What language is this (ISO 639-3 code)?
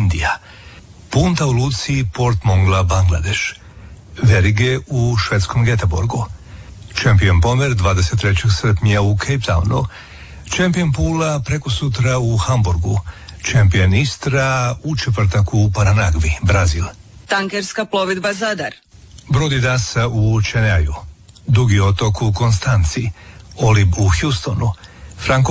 hrv